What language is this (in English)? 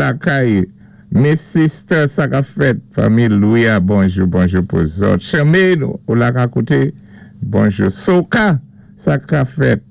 Saint Lucian Creole French